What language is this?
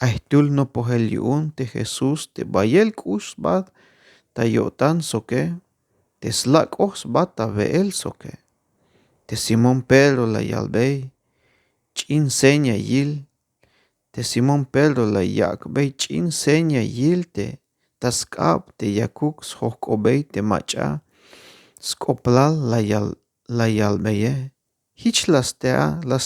Tzeltal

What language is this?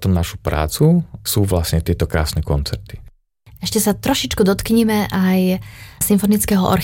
Slovak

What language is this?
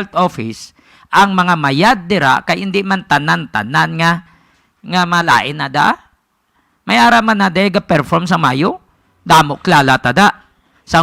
Hiligaynon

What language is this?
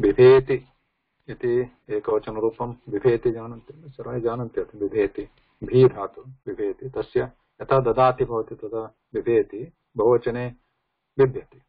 Sanskrit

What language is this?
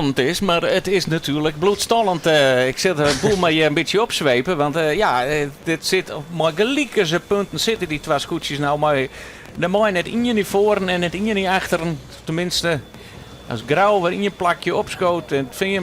Western Frisian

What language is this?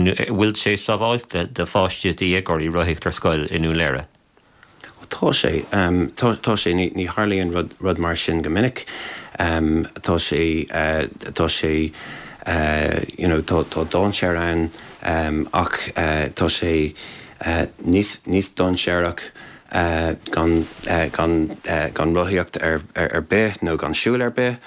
Irish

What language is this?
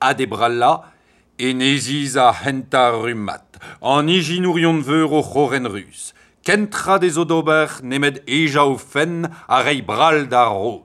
Breton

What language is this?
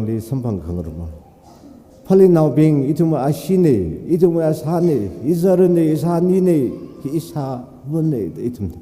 Tangkhul Naga (India)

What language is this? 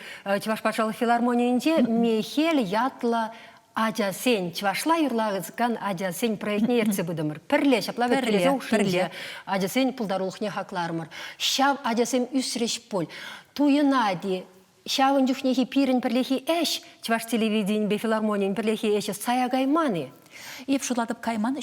Chuvash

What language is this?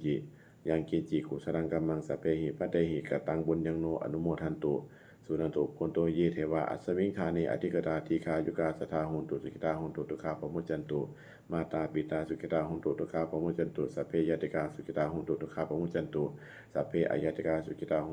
Pali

